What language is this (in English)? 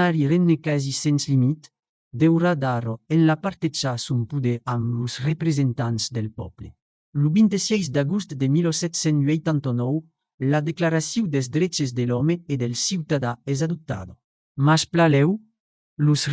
Occitan